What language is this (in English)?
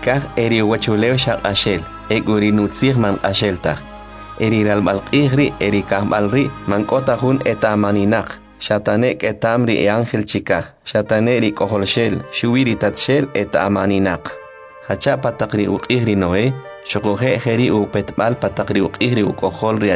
Kʼicheʼ